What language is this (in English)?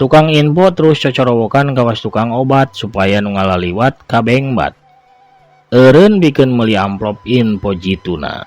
Sundanese